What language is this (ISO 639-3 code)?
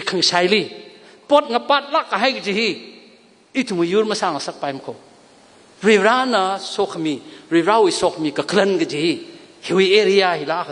nmf